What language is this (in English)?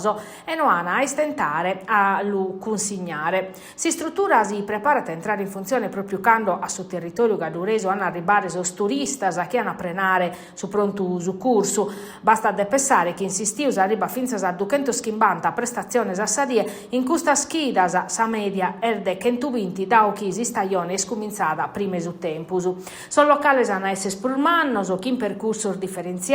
Sardinian